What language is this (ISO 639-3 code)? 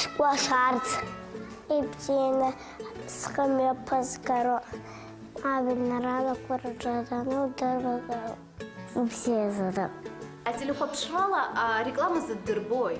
abk